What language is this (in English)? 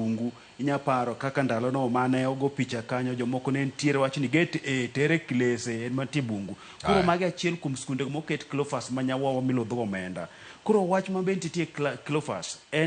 Luo (Kenya and Tanzania)